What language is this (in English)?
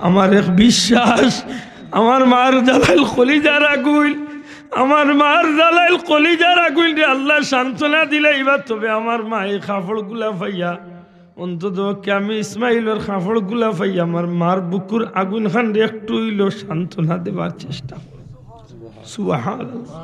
Sylheti